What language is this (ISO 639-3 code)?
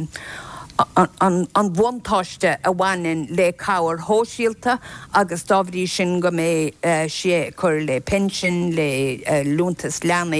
gle